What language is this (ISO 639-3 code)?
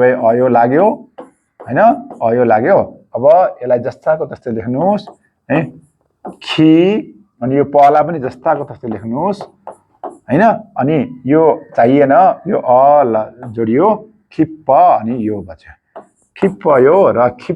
nep